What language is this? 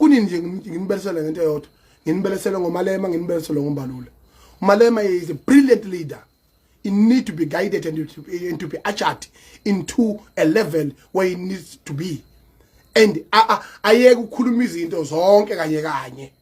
Zulu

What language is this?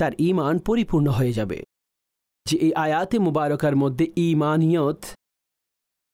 Bangla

